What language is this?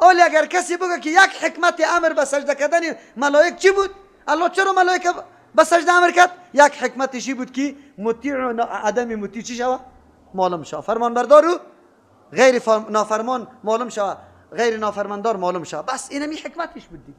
Persian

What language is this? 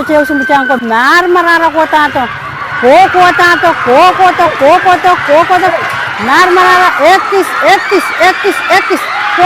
Pohnpeian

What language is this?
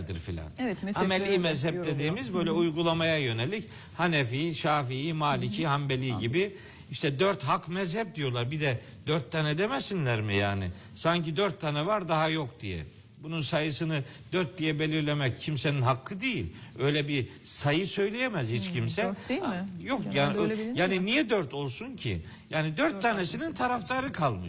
Turkish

